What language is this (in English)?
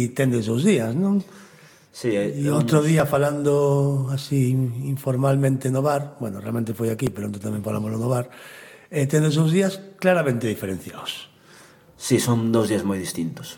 Galician